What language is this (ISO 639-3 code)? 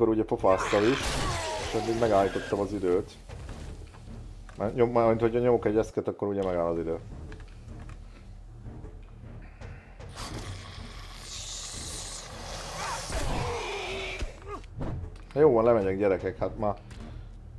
hun